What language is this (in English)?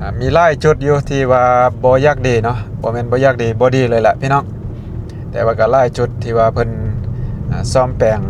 Lao